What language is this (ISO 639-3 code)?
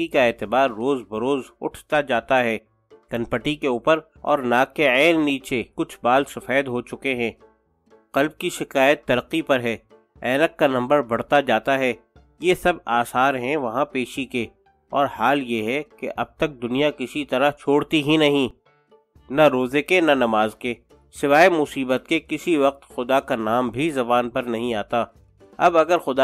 urd